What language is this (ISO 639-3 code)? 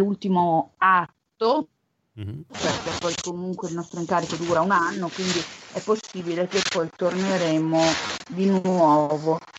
ita